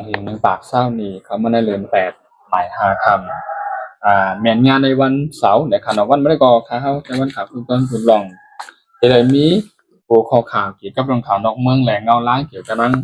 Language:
Shan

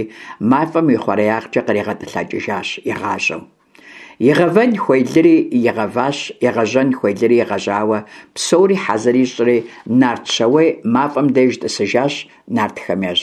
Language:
Kabardian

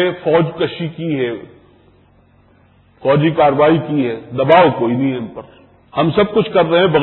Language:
Urdu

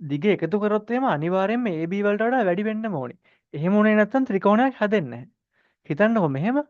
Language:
Sinhala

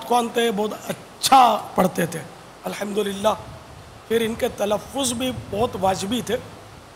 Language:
Urdu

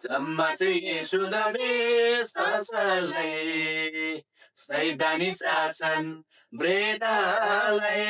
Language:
Eastern Tamang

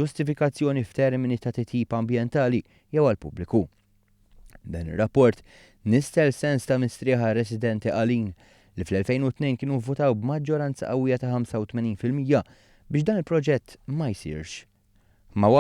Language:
Maltese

